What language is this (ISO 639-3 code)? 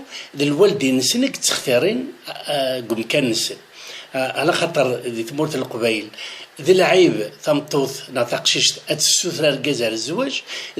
kab